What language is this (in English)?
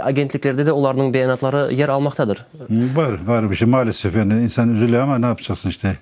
Crimean Tatar